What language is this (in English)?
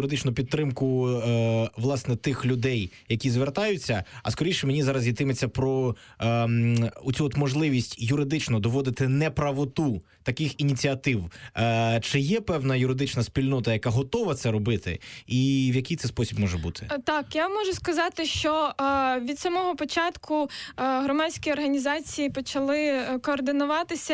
Ukrainian